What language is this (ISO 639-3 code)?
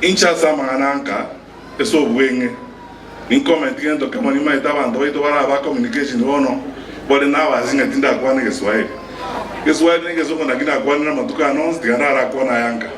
guz